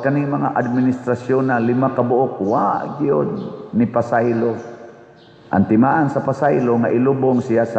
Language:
Cebuano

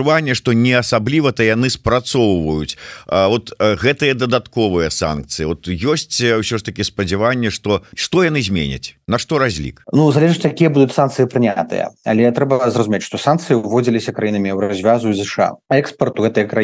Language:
Belarusian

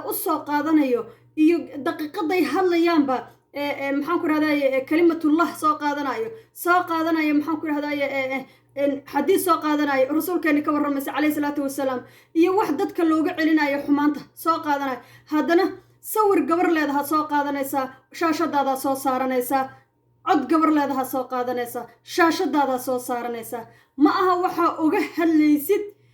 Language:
Somali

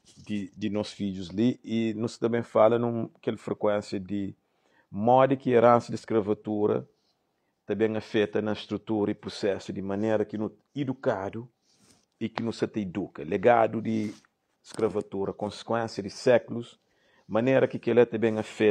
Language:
Kabuverdianu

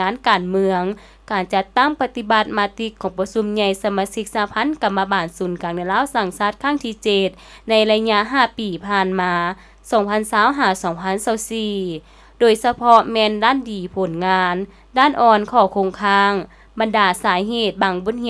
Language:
Lao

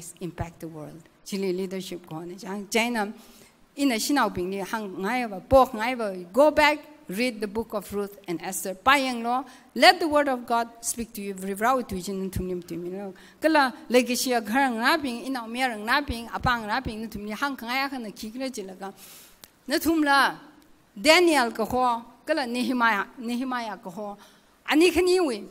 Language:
Tangkhul Naga (India)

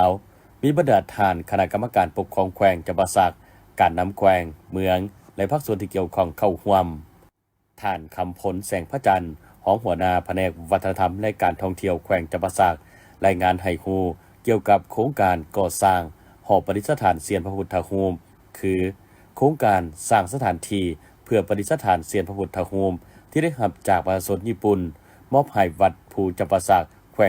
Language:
Lao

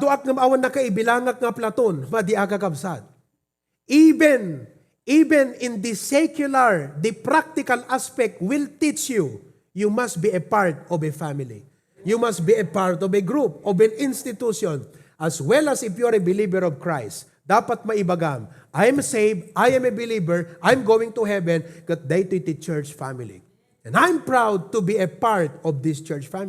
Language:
Iloko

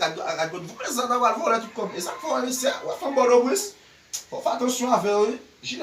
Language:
Haitian Creole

